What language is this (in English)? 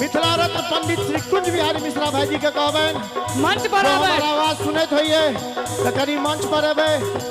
Maithili